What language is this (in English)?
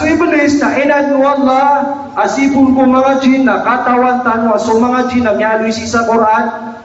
Maranao